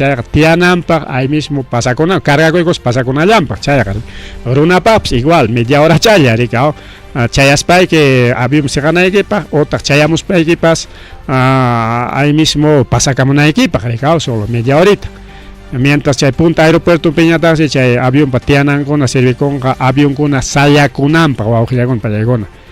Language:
Ayacucho Quechua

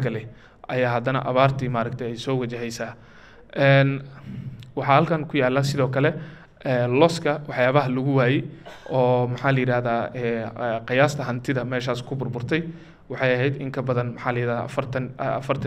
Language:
Somali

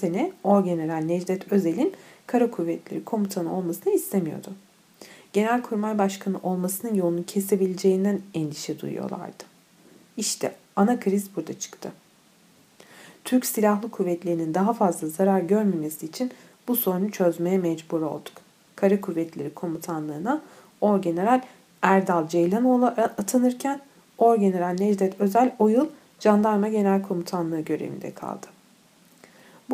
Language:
Turkish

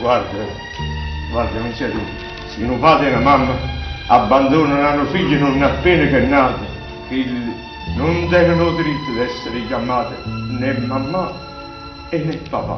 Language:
Neapolitan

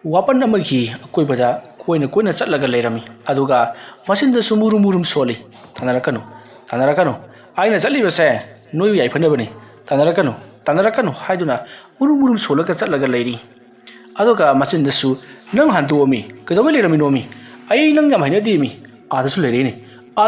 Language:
Manipuri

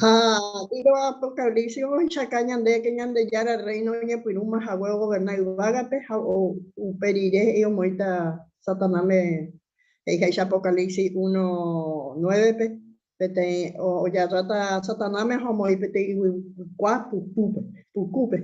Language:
Guarani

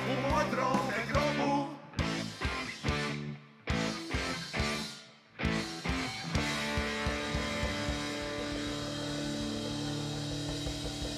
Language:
Serbian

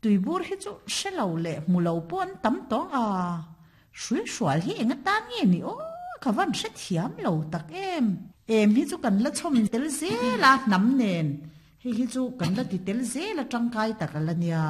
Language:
Mizo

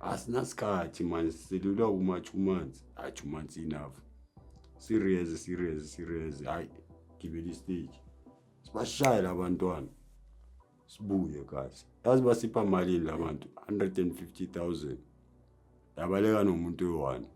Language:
Zulu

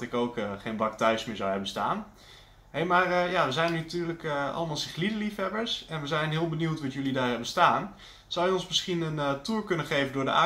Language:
Dutch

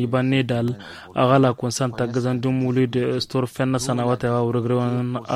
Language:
Tamasheq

